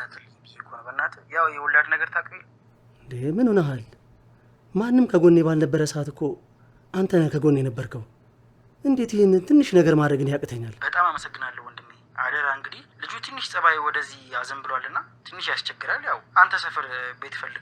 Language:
Amharic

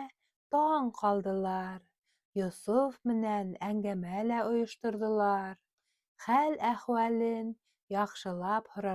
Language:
Bashkir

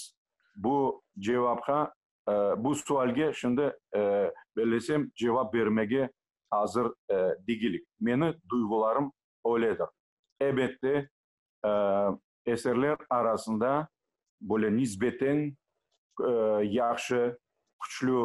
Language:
Crimean Tatar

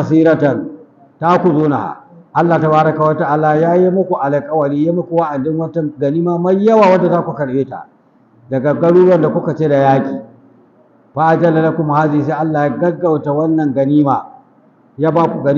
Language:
Hausa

